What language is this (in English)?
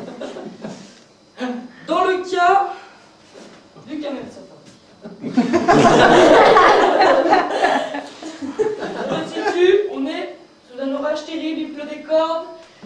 French